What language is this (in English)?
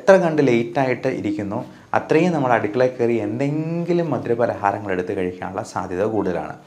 Malayalam